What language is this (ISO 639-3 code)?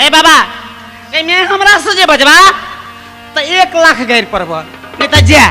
mai